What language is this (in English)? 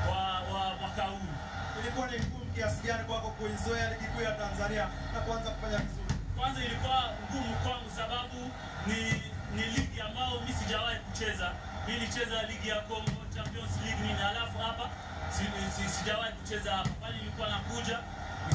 Swahili